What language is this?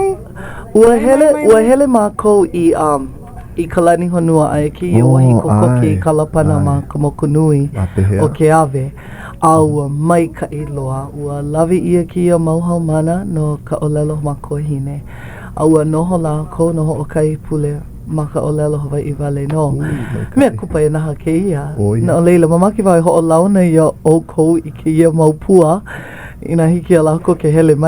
Hawaiian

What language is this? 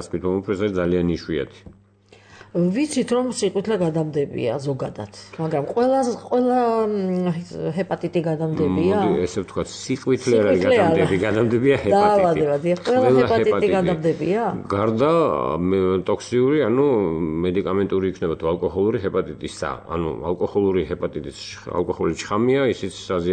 Georgian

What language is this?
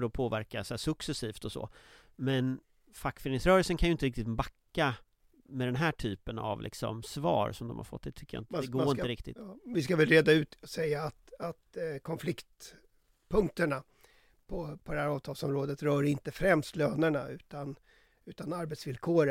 Swedish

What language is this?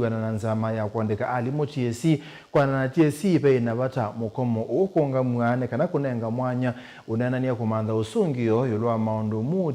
Kamba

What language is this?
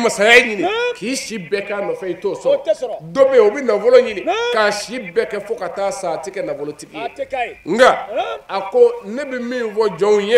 Bambara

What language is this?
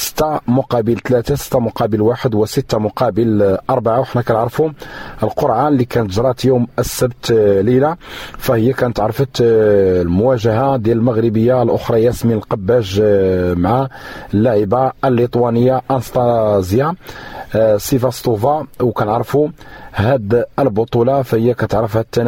Moroccan Arabic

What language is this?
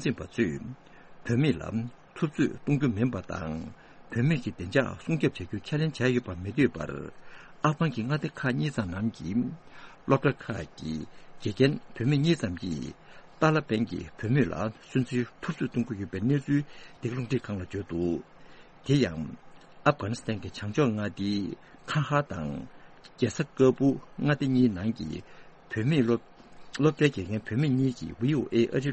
Tibetan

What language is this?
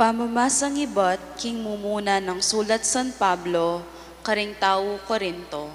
Pampanga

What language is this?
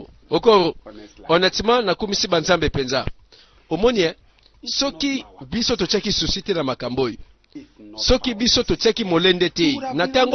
Lingala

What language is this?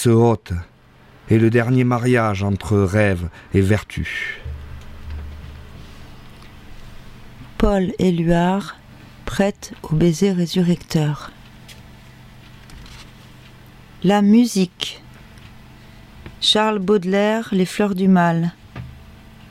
French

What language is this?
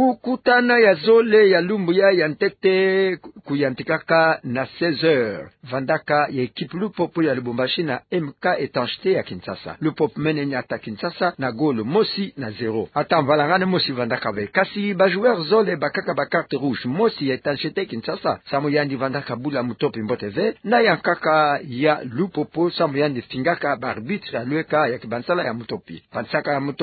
Kituba (Democratic Republic of Congo)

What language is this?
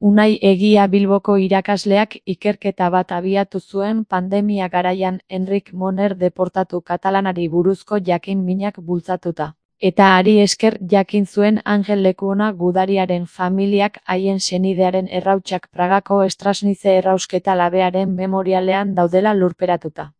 Basque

